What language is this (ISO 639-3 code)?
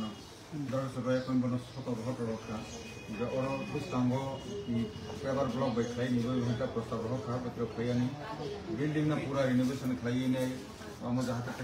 trp